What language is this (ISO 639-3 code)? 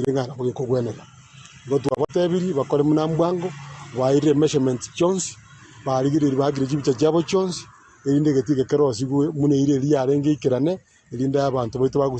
guz